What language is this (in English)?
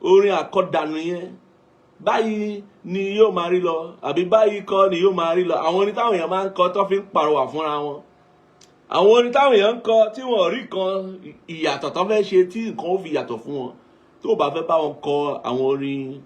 Yoruba